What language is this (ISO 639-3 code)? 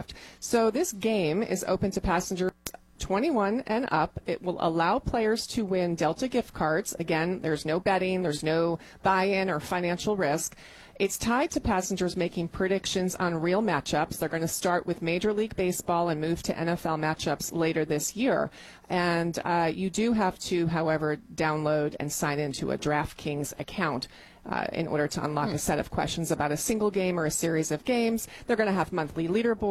eng